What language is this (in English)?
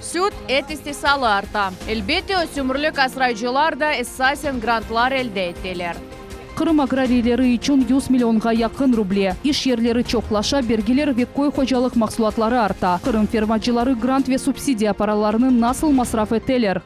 Crimean Tatar